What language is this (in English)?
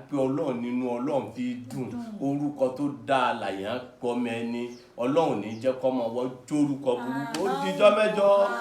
Yoruba